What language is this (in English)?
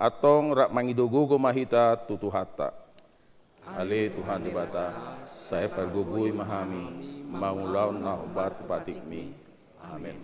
Batak Toba